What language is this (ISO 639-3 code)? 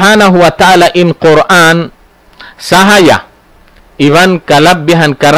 tsg